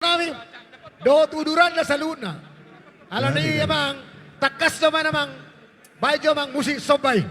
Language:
Batak Toba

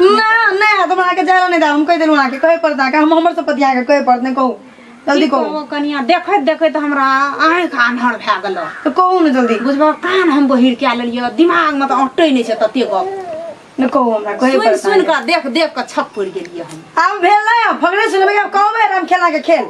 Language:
Maithili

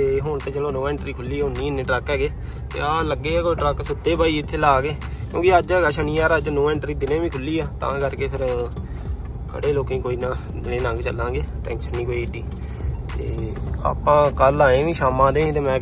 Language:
Punjabi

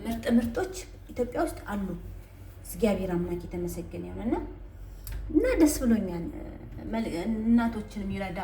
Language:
Amharic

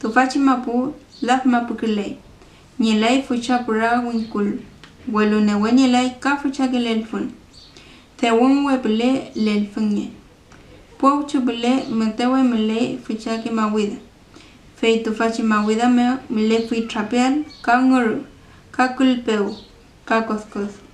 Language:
Mapuche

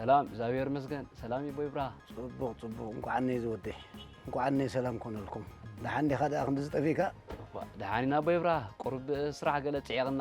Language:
Tigrinya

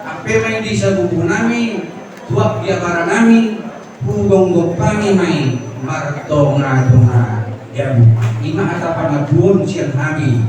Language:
Batak Toba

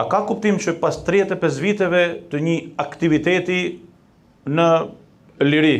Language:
Albanian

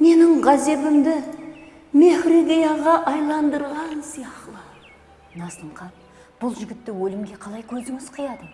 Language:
Kara-Kalpak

